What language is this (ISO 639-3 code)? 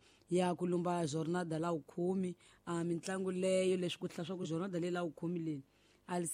tso